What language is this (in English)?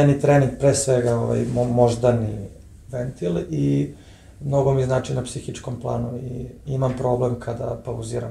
Serbian